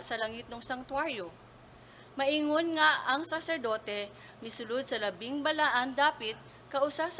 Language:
Cebuano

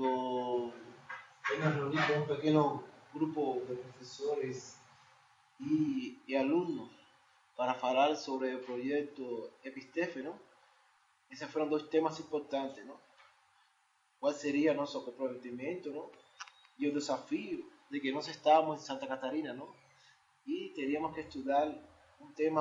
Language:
Portuguese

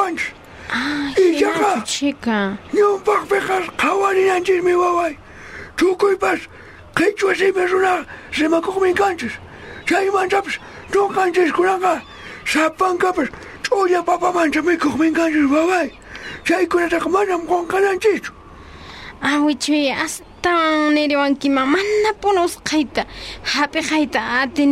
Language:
South Bolivian Quechua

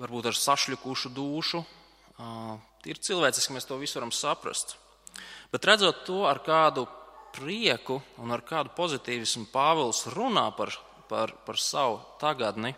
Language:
Latvian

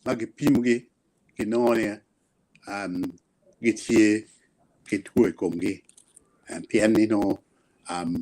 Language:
Acoli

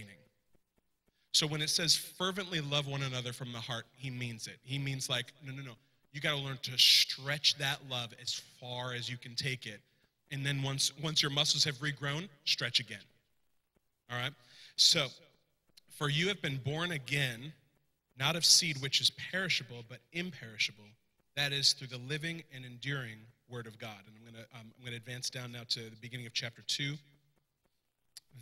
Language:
English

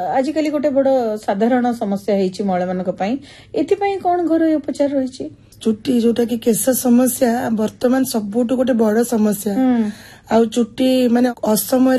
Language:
Odia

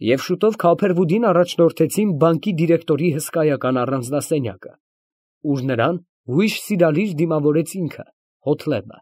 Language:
Armenian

